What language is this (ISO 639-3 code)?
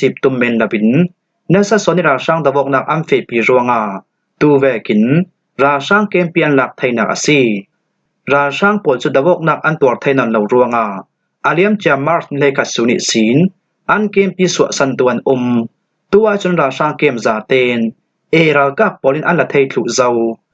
cfm